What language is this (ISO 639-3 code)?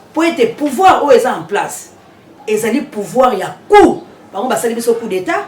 lin